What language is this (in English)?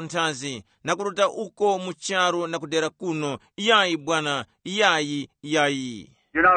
Tumbuka